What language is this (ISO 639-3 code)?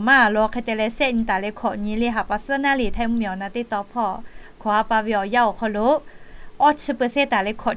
lhu